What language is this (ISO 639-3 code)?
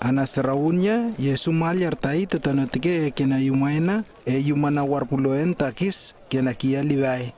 lww